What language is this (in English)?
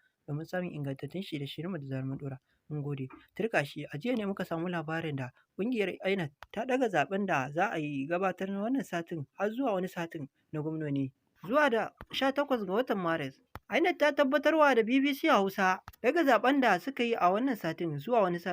Hausa